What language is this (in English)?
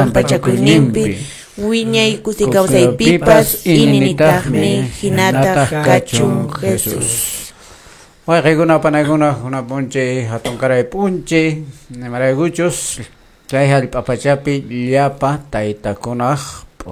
Quechua